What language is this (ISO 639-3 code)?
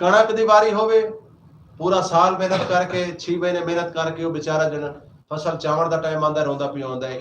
skr